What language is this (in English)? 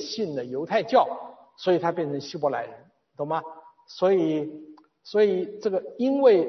Chinese